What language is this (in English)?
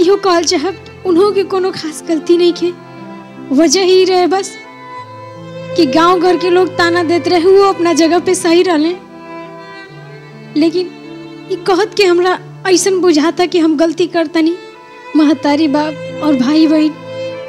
Bhojpuri